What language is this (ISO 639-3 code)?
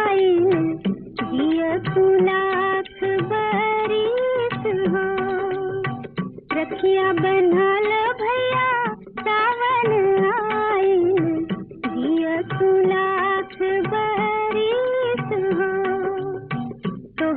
bho